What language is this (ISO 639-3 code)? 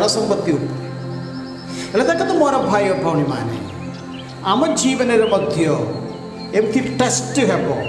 ori